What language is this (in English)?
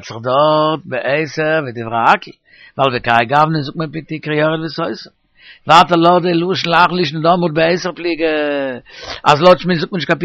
Yiddish